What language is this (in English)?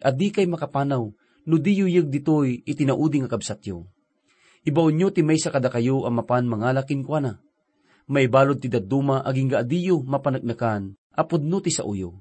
Iloko